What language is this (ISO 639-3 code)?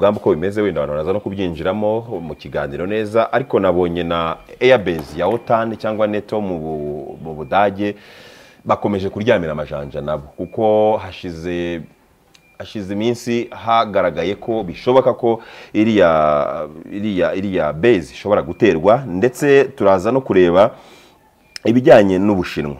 kin